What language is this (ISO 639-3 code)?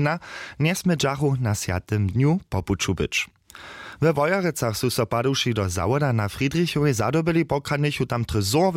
hsb